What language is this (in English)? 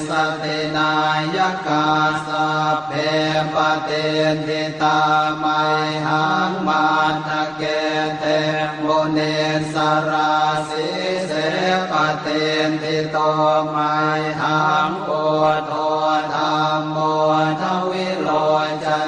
Pali